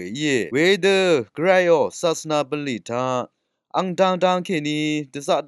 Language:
Rawang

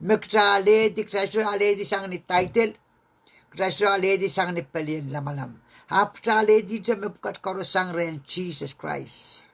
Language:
Pohnpeian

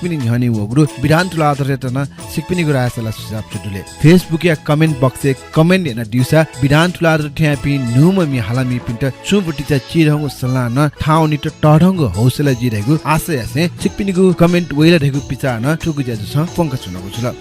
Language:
Newari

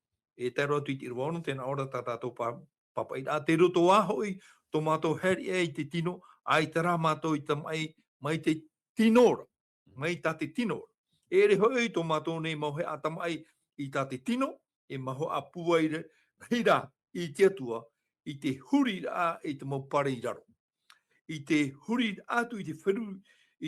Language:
Tahitian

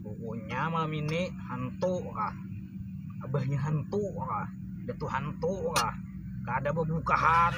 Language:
Banjar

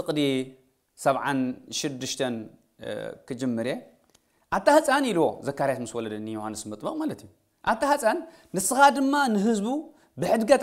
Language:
Tigrinya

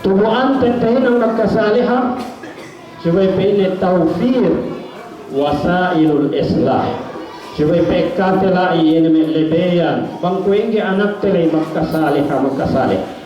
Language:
Yakan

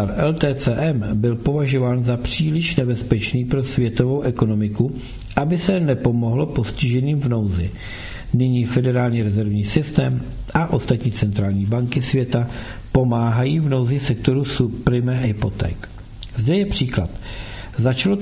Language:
Czech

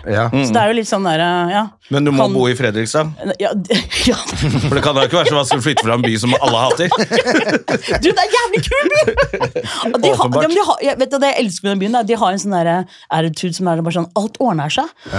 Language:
Norwegian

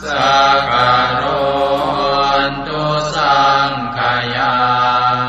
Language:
Pali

